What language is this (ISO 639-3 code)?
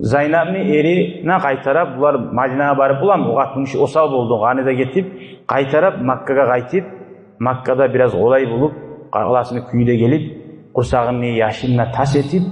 kum